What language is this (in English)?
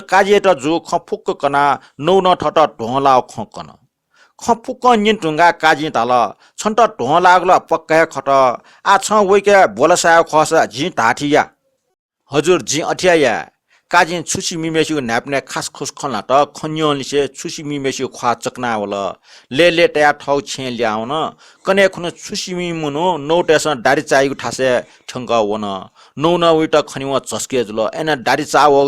Newari